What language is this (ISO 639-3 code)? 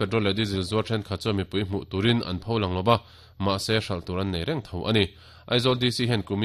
lus